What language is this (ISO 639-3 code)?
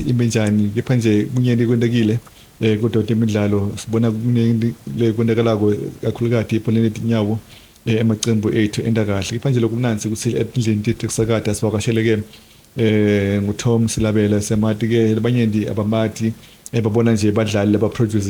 ssw